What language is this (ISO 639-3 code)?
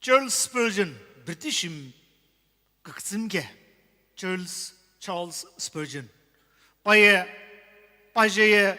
nsm